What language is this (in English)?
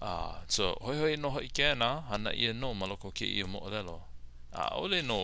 Hawaiian